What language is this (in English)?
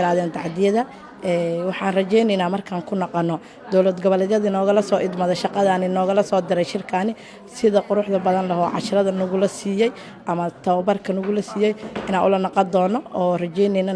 Somali